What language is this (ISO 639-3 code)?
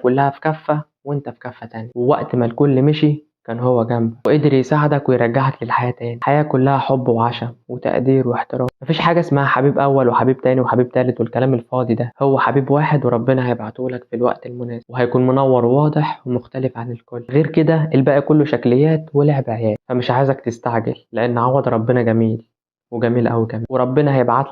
arz